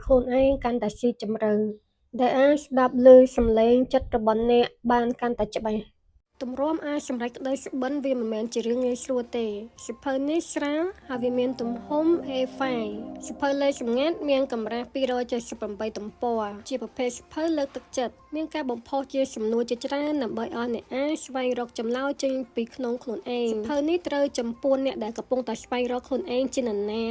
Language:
Khmer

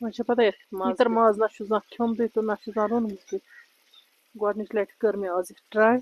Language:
Kashmiri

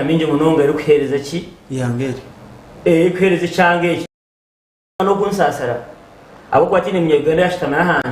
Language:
Nyankole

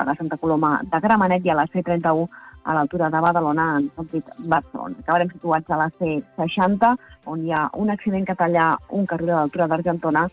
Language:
Catalan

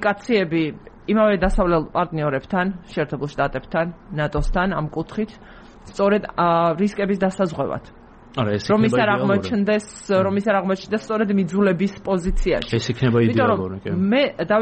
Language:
Georgian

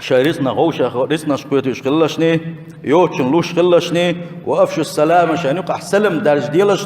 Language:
Chechen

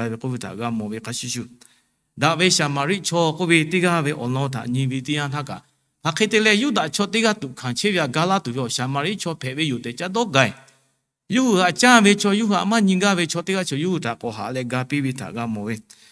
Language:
Lahu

